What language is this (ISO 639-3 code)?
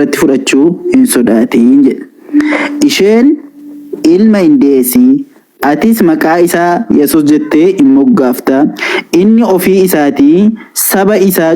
orm